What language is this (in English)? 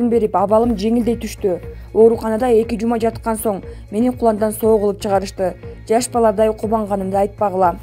Kyrgyz